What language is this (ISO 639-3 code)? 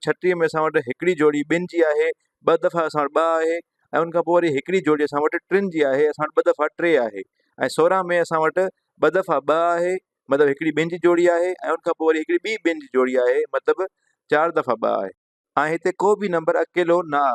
snd